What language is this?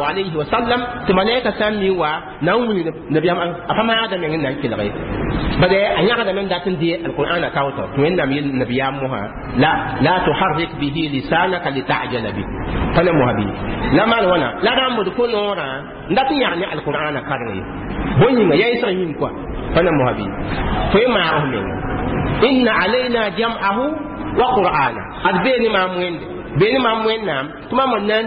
Mossi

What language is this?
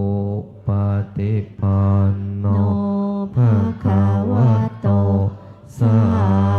Pali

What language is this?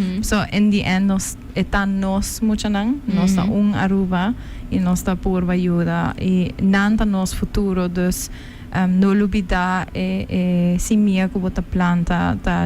Papiamento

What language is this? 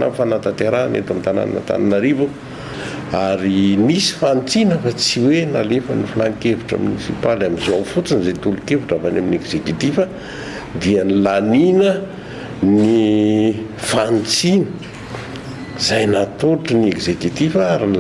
Malagasy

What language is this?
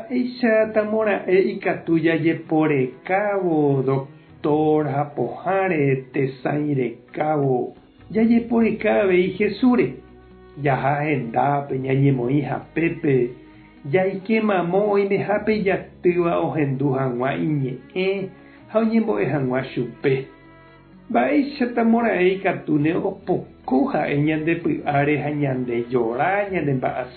Guarani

